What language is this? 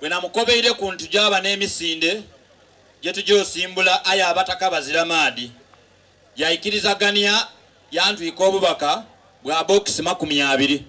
Soga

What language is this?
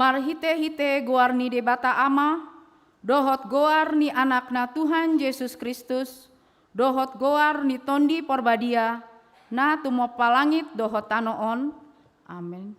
Batak Toba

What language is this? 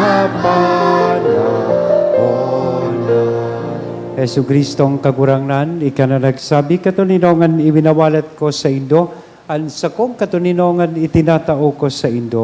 Bikol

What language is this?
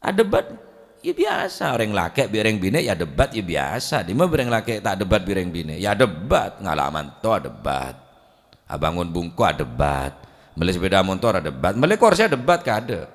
Madurese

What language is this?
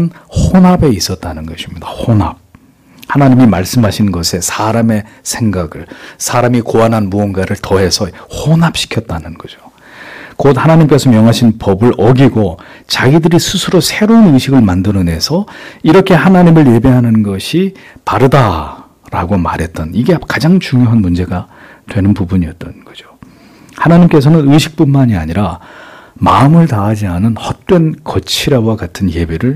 Korean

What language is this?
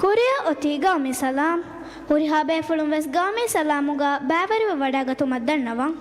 Divehi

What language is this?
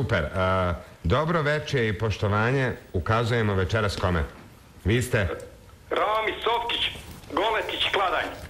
Bosnian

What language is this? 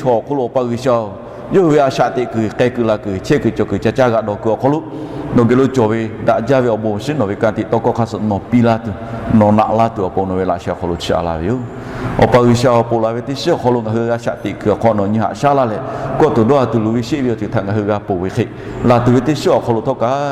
Lahu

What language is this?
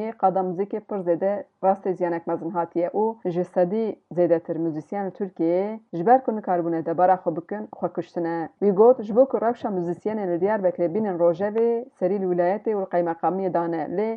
Kurdish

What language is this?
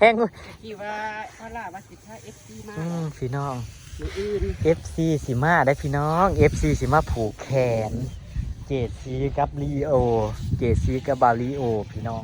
Northeastern Thai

